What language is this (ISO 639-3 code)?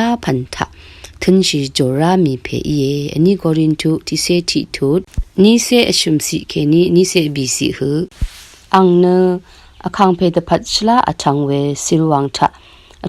raw